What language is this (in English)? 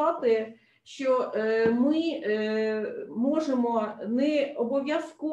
Ukrainian